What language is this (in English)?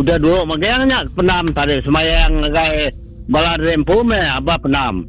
Iban